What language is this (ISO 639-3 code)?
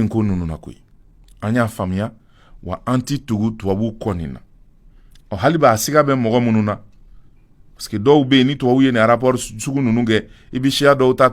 bam